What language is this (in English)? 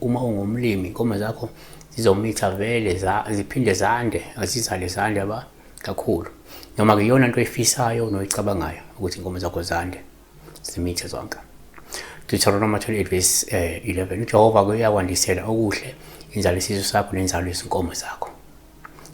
Zulu